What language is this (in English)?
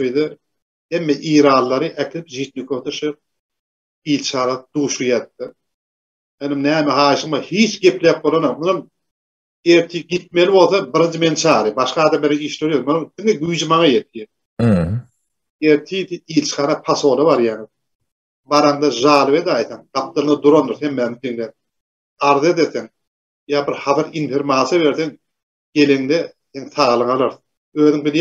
Turkmen